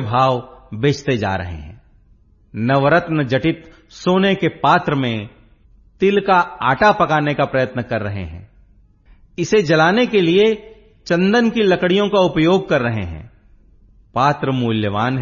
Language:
Hindi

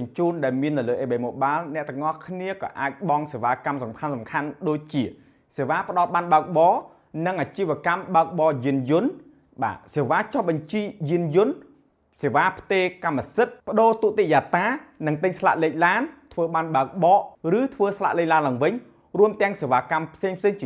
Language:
Khmer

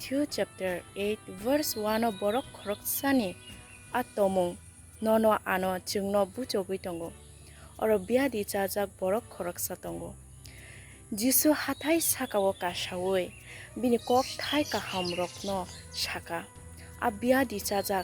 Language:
Kok Borok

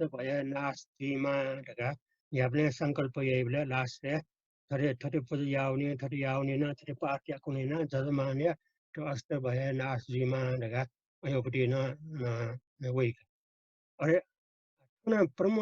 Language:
Newari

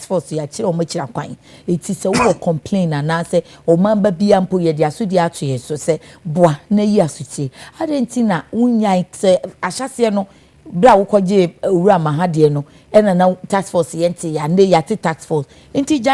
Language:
Akan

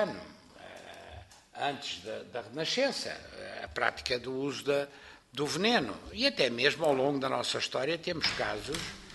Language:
Portuguese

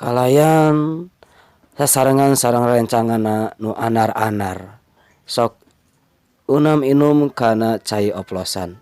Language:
Sundanese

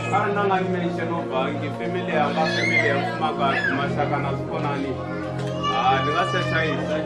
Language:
Venda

